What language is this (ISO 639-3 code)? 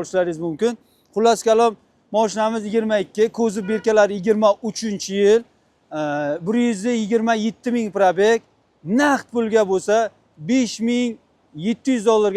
uzb